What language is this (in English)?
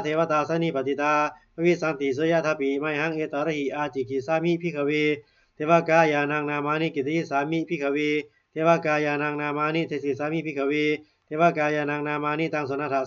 Pali